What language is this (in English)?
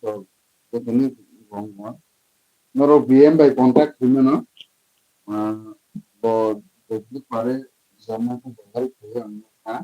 Kok Borok